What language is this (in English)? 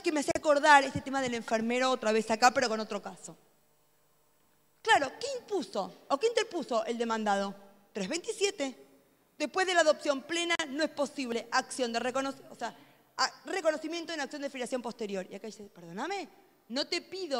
Spanish